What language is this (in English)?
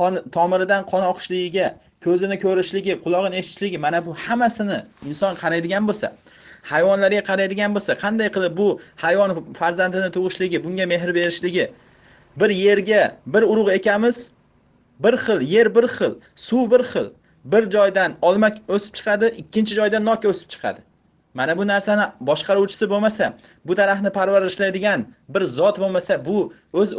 Uzbek